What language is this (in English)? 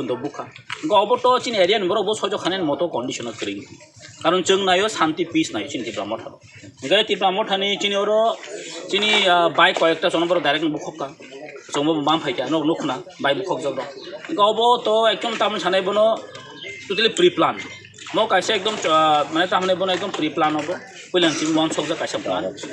Kok Borok